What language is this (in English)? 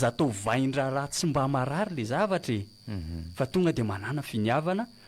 Malagasy